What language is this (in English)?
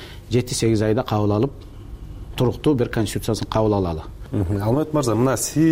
Kyrgyz